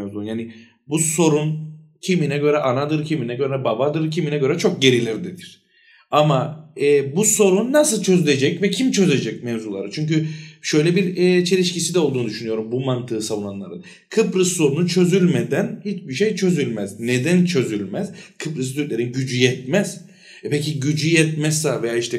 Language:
Turkish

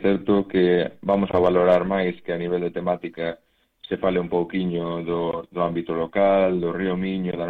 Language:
Galician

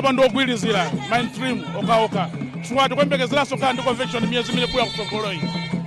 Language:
Nyanja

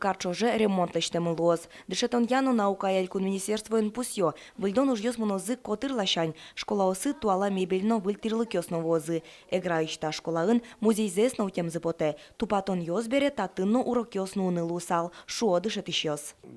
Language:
Udmurt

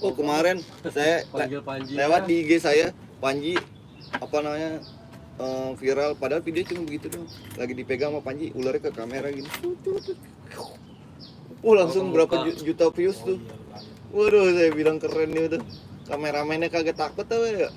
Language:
Betawi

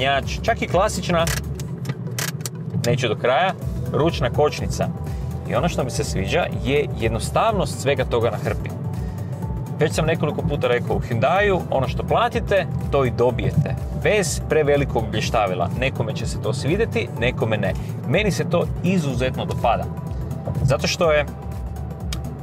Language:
Croatian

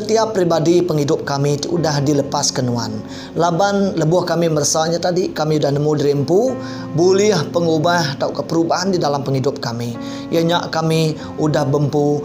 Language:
Iban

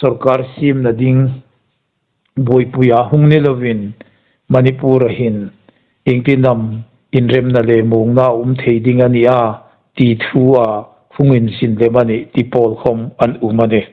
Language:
Hmar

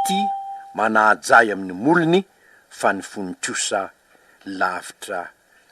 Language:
Malagasy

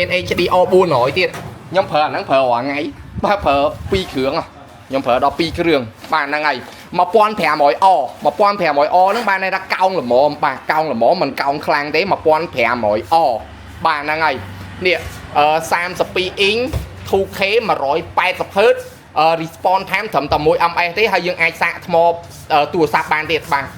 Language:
Khmer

